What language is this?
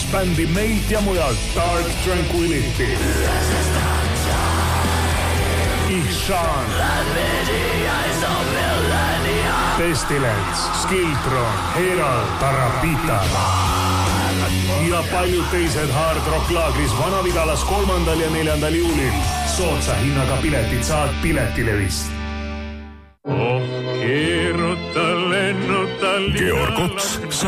Estonian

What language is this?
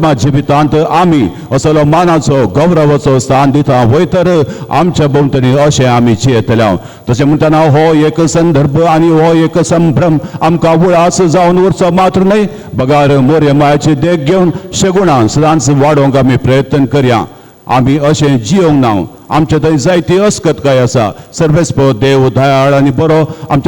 Konkani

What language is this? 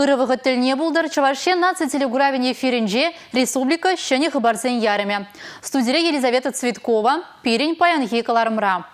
Chuvash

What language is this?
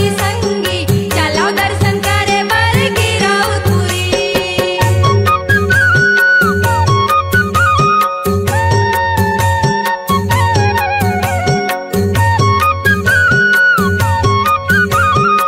Chhattisgarhi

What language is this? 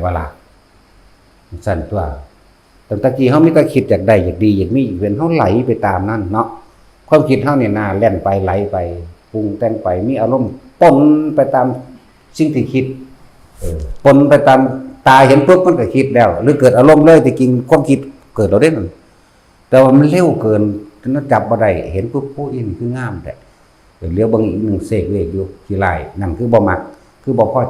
Northeastern Thai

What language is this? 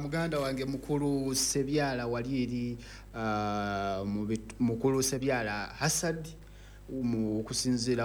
Ganda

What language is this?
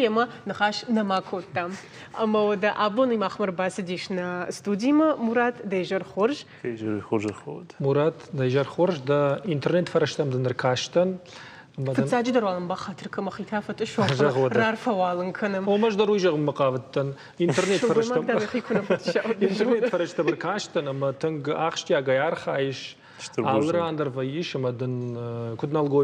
Ossetic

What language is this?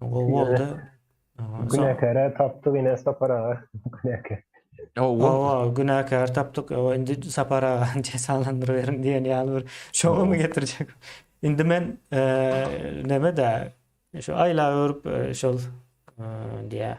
Turkmen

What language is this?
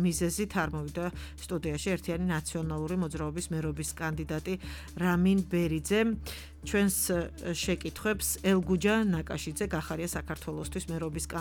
Georgian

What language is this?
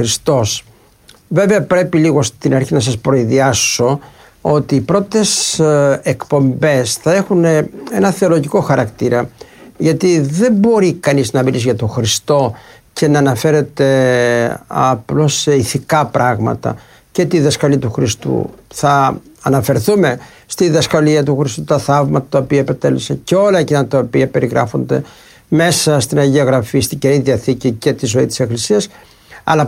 Greek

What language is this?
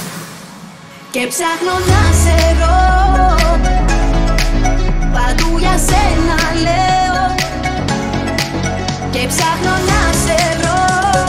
Greek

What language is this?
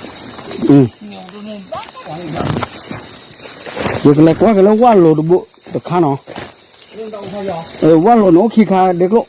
S'gaw Karen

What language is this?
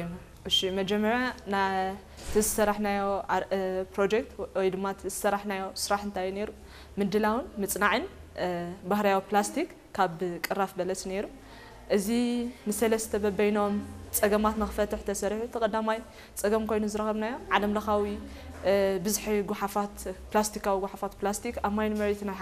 Tigrinya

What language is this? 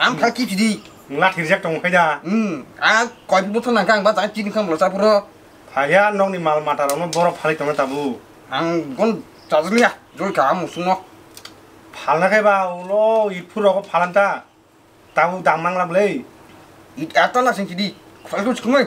Kok Borok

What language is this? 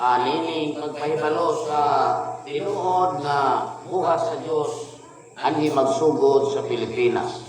Cebuano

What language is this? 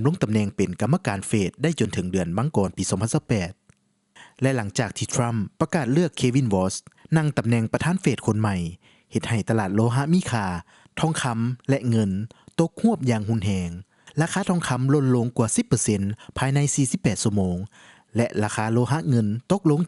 Lao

